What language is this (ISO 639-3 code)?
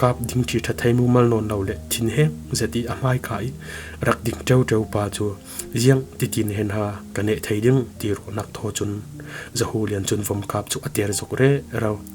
cfm